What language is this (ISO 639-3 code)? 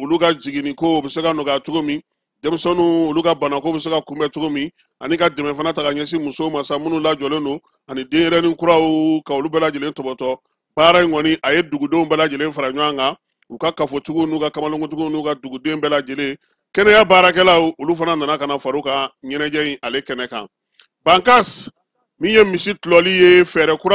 bam